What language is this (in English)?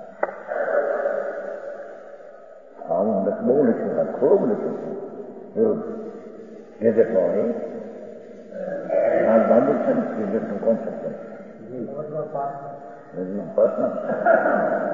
Gujarati